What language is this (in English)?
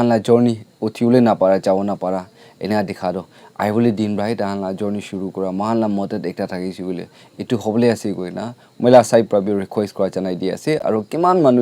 Naga Pidgin